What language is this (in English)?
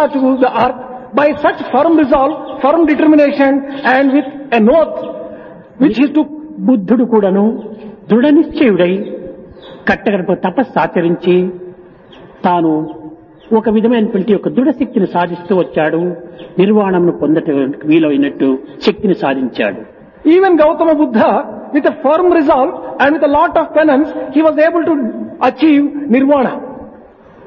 Telugu